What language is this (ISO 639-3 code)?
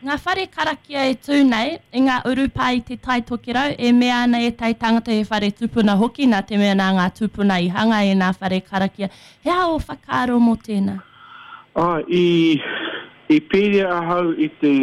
mri